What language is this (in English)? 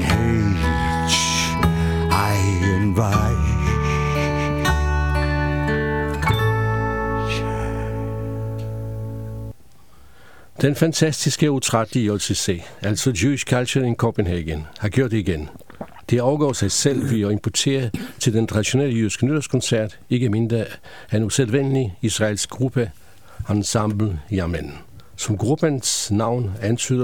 Danish